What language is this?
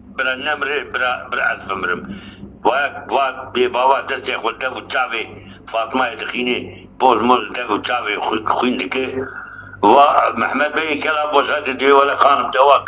Kurdish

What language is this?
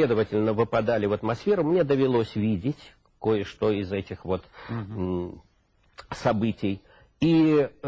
Russian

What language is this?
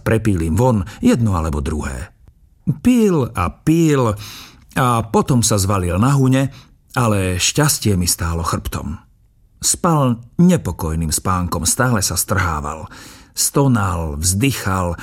Slovak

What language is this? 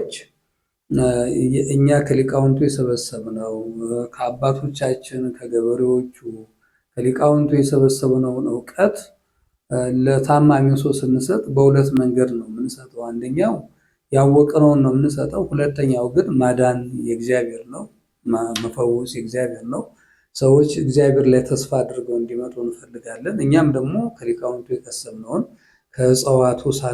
Amharic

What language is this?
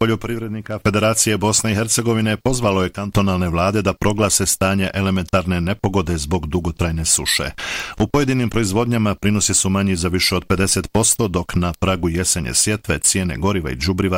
Bosnian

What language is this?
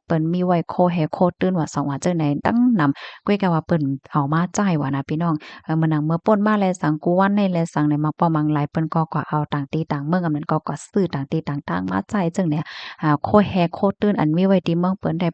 Shan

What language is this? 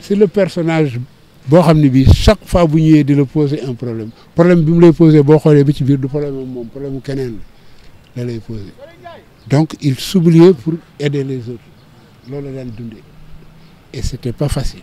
Wolof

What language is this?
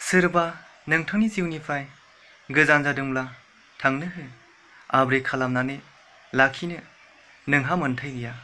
Bodo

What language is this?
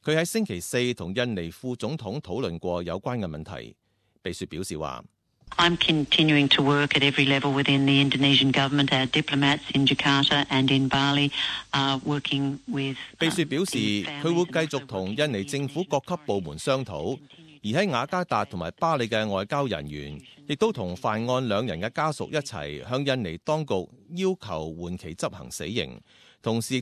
Cantonese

